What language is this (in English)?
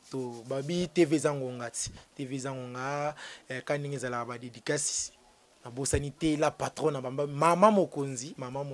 Lingala